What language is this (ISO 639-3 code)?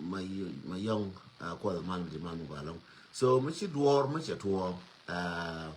nus